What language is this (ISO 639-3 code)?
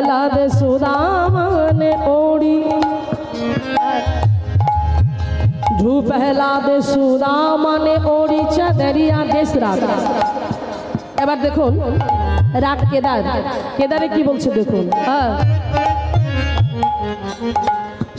ben